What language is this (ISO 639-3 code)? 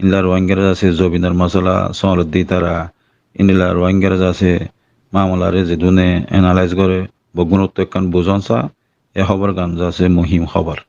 rhg